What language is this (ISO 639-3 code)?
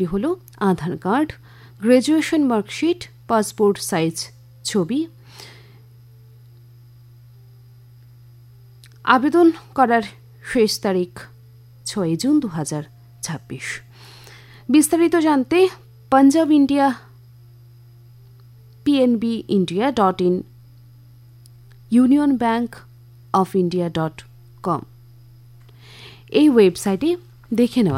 ben